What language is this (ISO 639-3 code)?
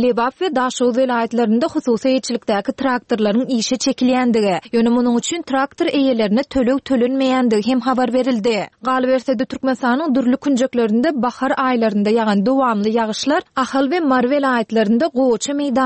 tuk